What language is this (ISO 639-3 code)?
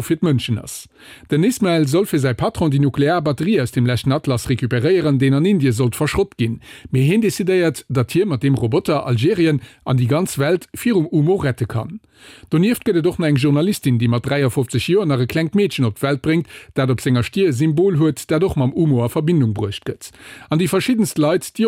ltz